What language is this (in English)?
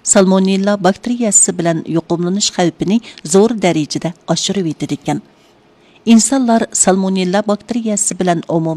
Uyghur